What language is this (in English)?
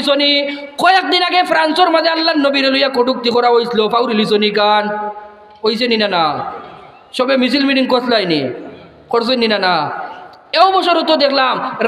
Sylheti